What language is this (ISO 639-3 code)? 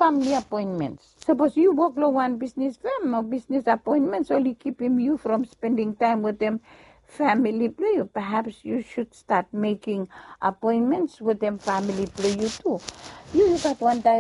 bis